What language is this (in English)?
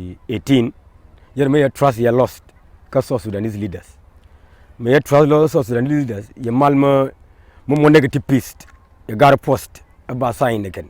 Nuer